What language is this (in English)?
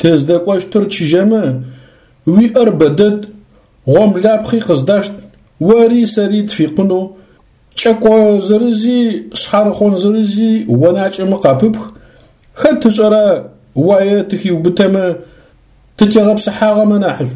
Adyghe